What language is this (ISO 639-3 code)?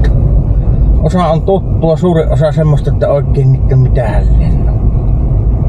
fin